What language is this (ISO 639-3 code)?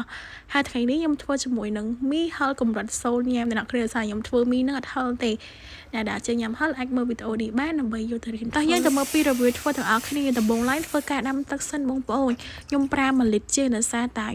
khm